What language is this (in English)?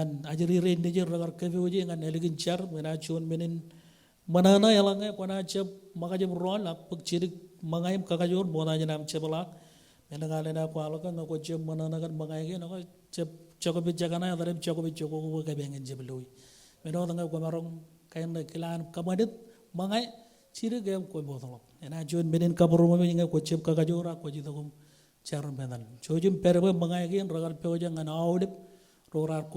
Marshallese